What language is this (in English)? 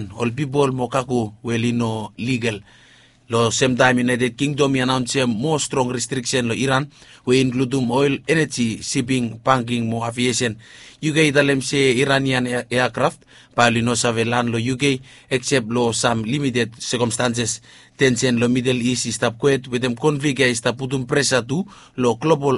Bislama